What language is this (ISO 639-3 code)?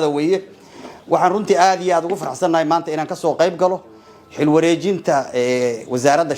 som